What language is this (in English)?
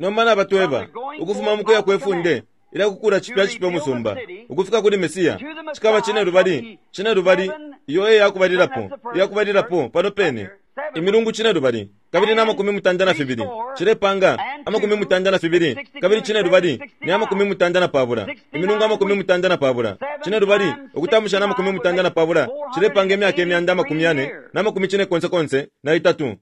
Bemba